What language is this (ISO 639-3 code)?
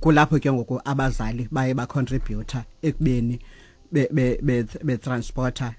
xho